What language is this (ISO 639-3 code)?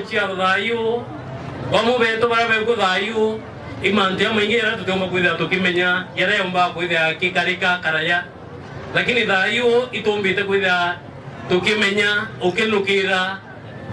mer